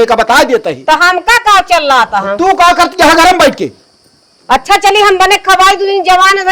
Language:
Awadhi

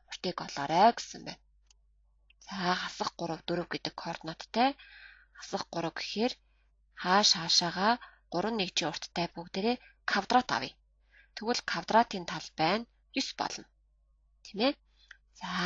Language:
Mongolian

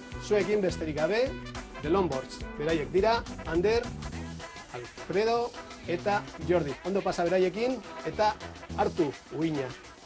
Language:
Basque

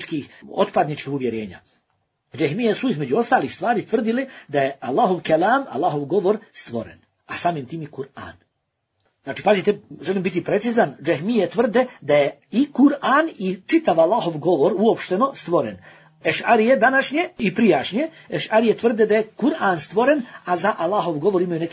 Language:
Bosnian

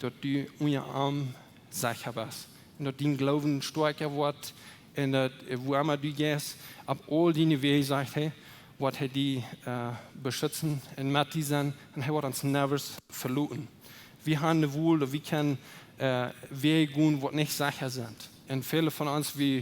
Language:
Plautdietsch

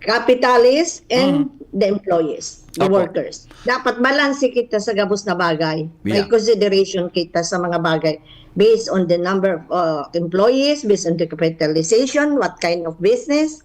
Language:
Bikol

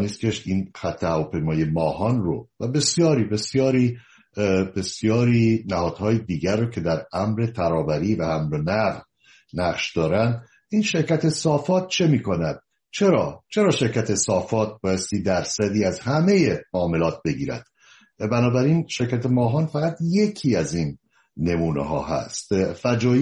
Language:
Persian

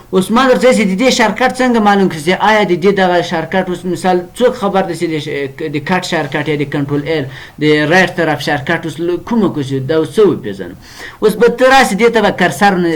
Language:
Pashto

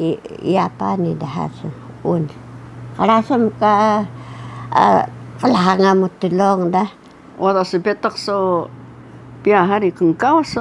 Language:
Taroko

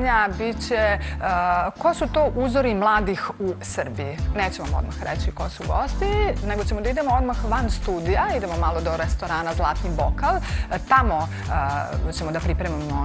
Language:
Serbian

